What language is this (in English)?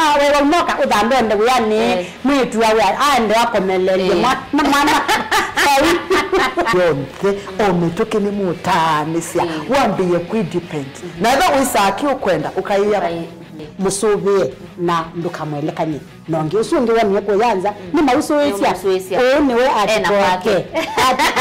Kamba